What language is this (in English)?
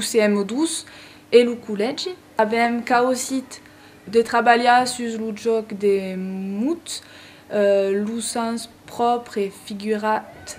Occitan